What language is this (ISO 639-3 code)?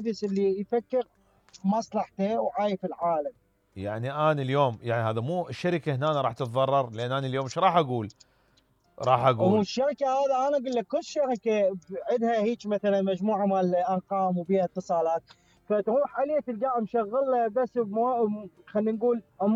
acm